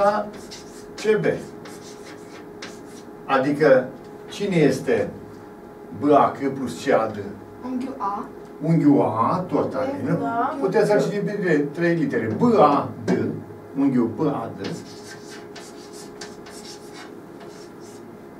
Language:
Romanian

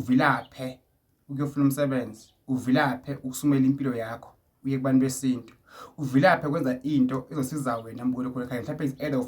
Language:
Zulu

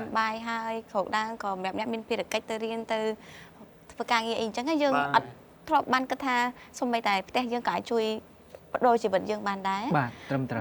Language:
Khmer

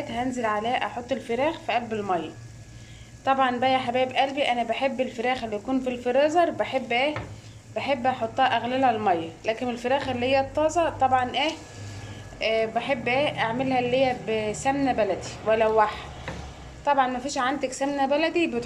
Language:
Egyptian Arabic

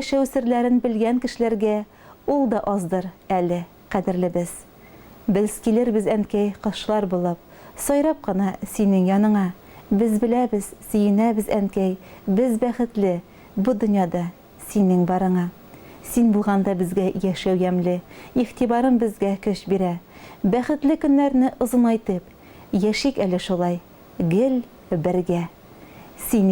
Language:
Tatar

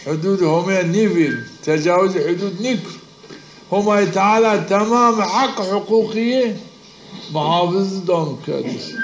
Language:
Zaza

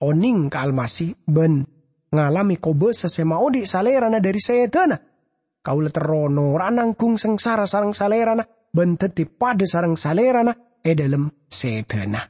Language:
Madurese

